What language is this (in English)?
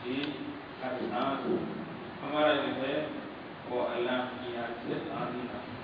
Urdu